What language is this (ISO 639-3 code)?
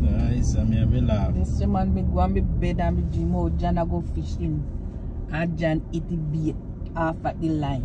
jam